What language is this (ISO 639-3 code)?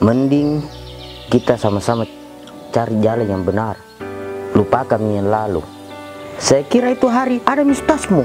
mfp